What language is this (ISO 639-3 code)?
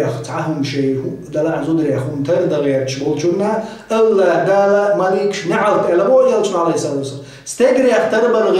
che